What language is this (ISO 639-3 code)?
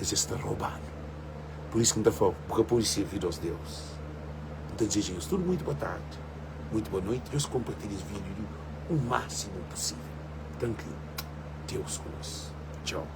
kea